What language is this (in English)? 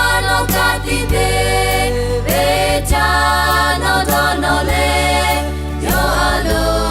Lahu